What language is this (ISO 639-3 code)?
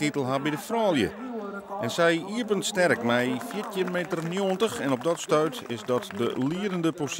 fry